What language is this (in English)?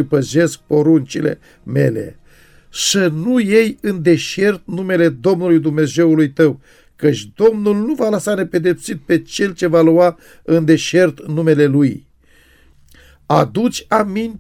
Romanian